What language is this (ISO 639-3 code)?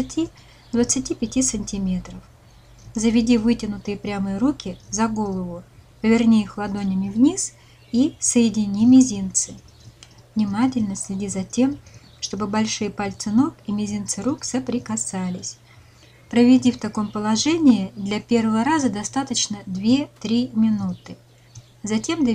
rus